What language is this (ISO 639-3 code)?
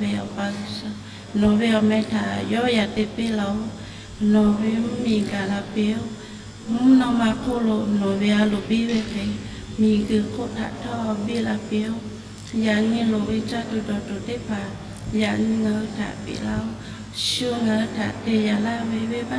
lhu